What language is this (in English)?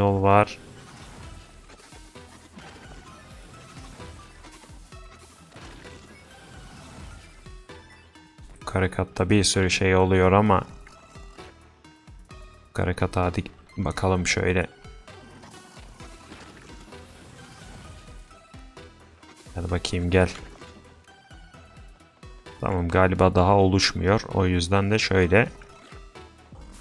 Turkish